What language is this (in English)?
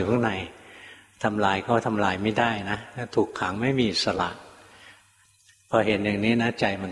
Thai